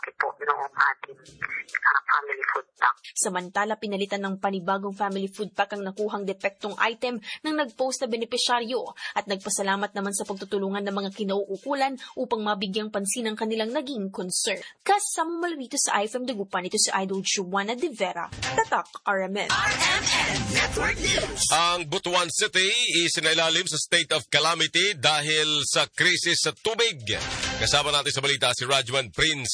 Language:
Filipino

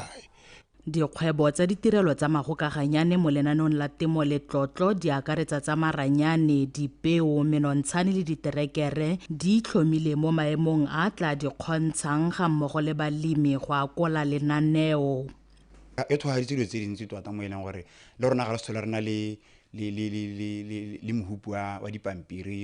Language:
Tswana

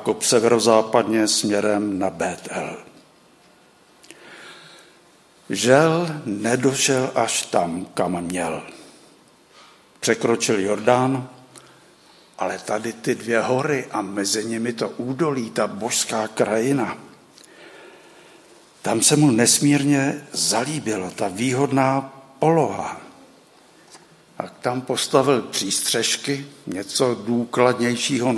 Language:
Czech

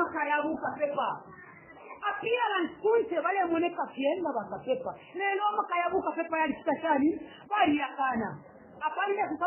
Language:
Bemba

